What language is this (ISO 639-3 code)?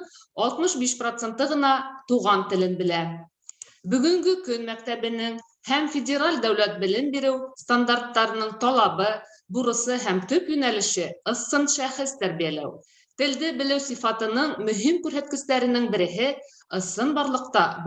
bak